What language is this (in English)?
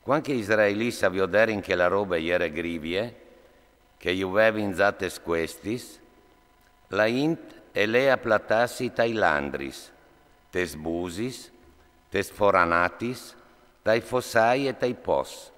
Friulian